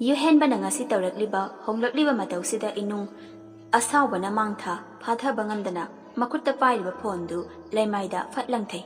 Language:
Manipuri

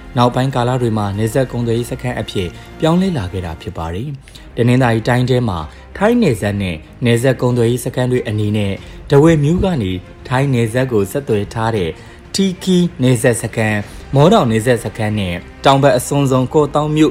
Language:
Burmese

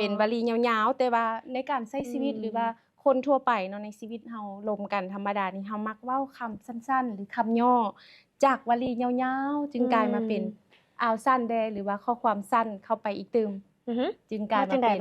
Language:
Lao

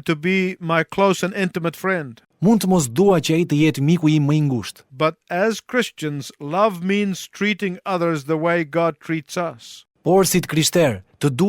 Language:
Albanian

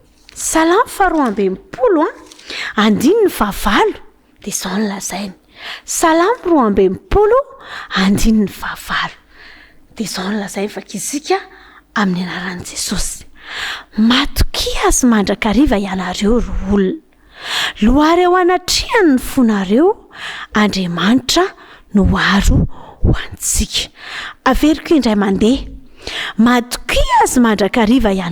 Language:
Malagasy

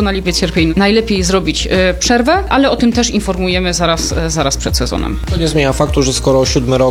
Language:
Polish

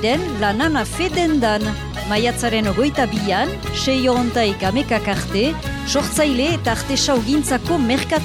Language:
Basque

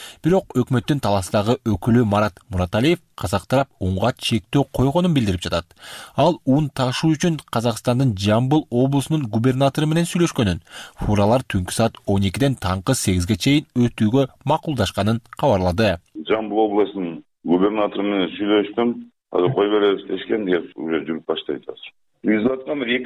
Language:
Kyrgyz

